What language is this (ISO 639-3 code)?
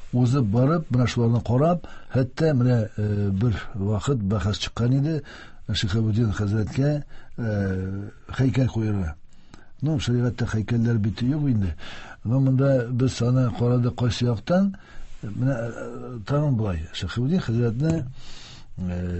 tat